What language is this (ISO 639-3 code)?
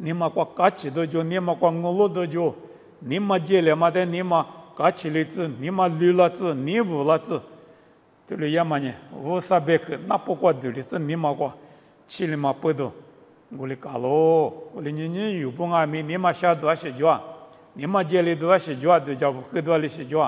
lis